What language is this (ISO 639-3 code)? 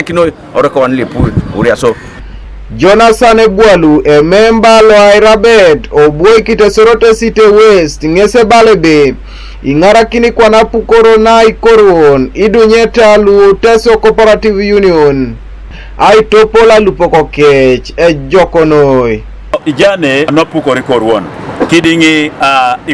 teo